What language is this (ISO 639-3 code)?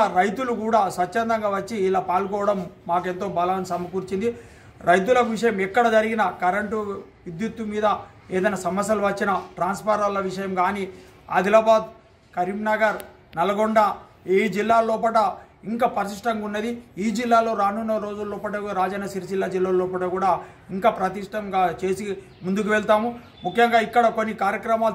tel